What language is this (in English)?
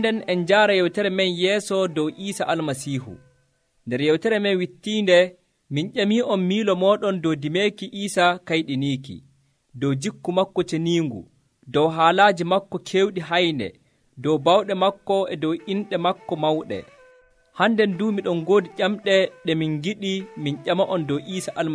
Nigerian Fulfulde